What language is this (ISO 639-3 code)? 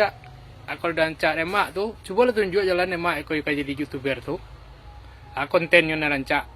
min